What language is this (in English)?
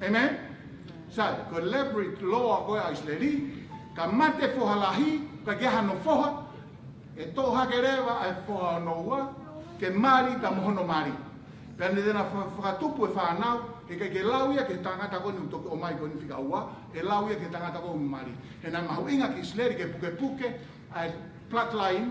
Tongan